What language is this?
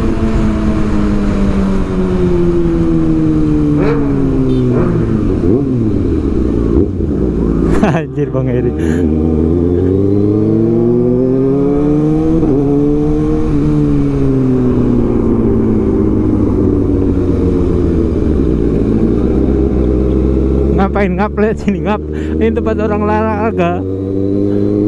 Indonesian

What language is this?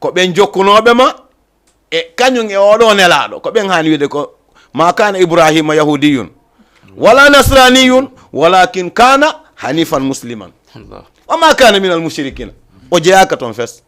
Fula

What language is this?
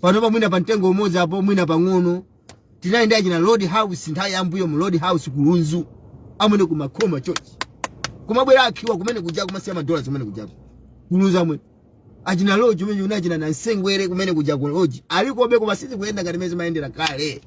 Nyanja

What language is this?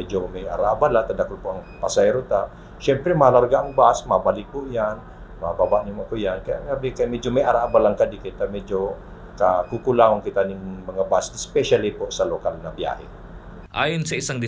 Bikol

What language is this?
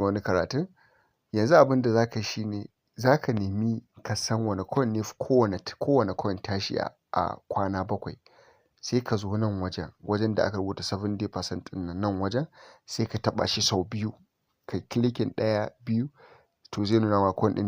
Hausa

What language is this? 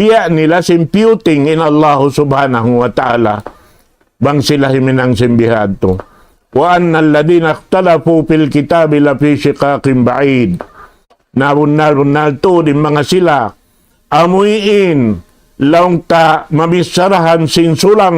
Tausug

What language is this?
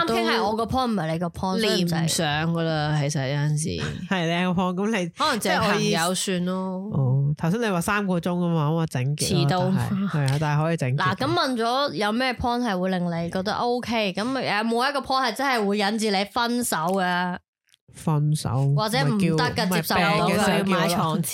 Cantonese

